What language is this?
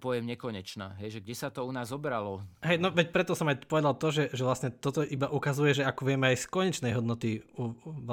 Slovak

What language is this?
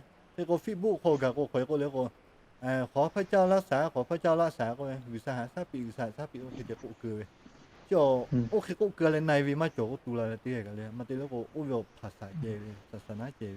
Lahu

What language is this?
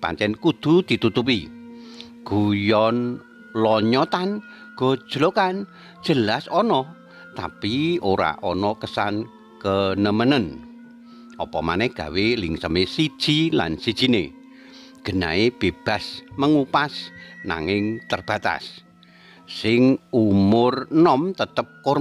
Javanese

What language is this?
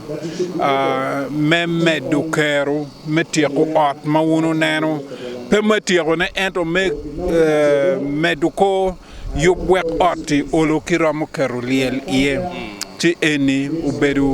Acoli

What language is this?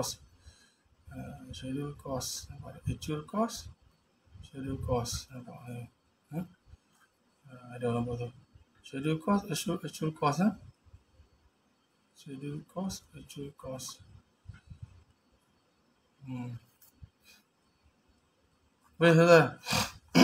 Malay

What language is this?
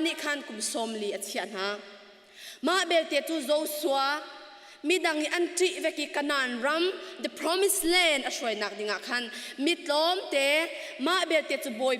Hakha Chin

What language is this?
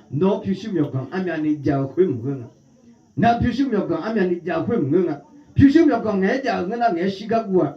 Akha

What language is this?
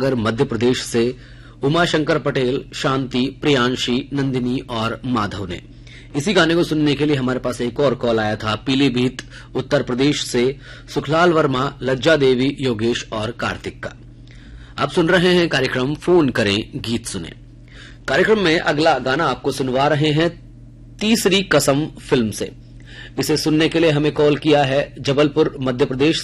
Hindi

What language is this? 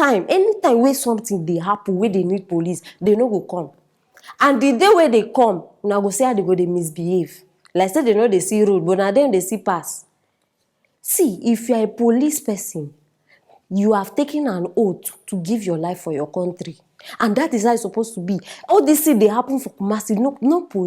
Nigerian Pidgin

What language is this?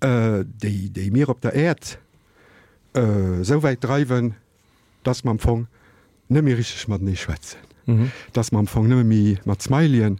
Luxembourgish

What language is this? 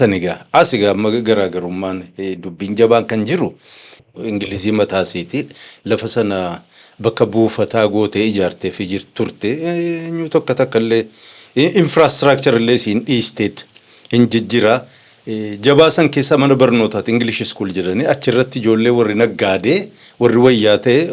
Oromo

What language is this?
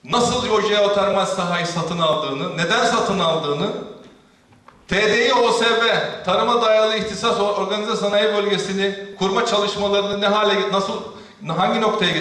Turkish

